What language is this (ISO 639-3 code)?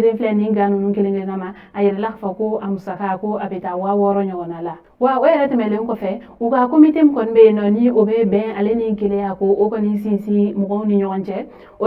bam